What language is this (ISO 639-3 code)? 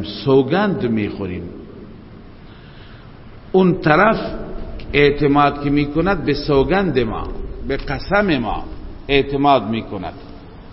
fas